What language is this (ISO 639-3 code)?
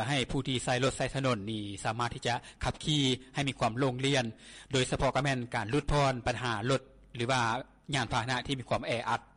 lao